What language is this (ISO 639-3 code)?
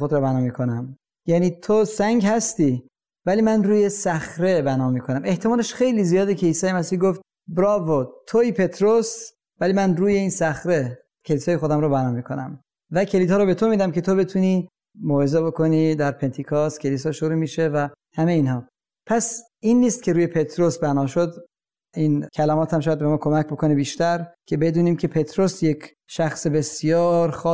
fas